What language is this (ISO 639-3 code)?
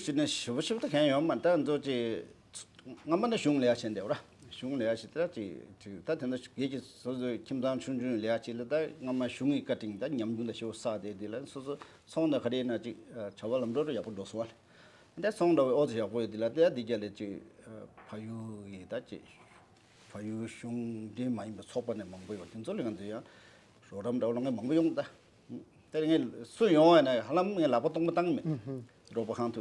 bod